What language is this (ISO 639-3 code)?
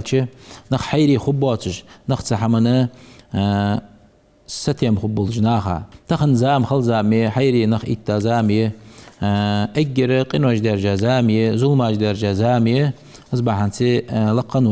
inh